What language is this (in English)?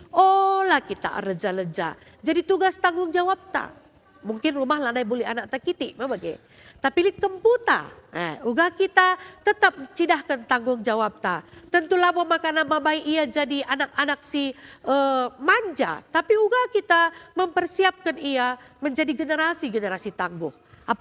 Batak Karo